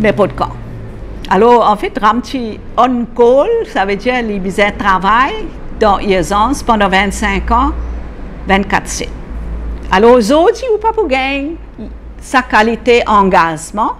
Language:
Morisyen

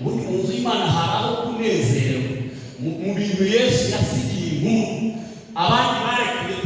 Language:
Kinyarwanda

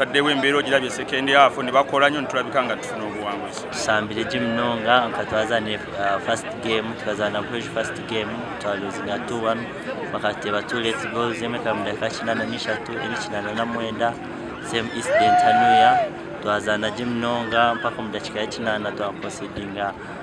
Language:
Nyankole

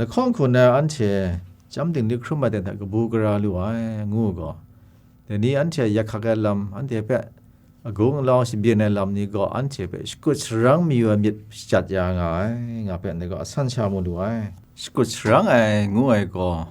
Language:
Kachin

